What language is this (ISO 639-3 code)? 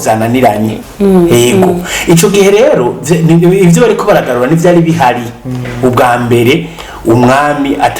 run